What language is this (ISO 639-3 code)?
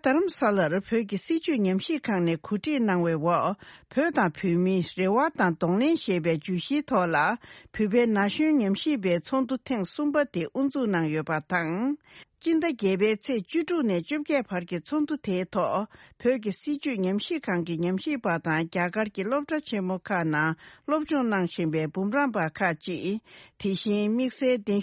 bod